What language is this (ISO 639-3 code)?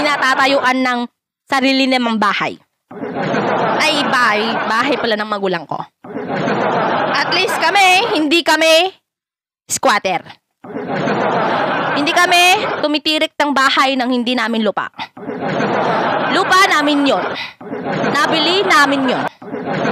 fil